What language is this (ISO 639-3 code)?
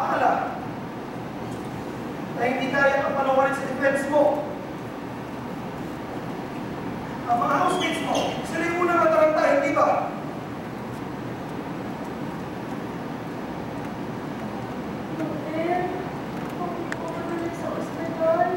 fil